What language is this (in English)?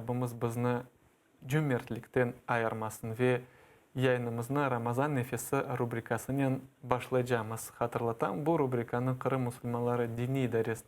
Crimean Tatar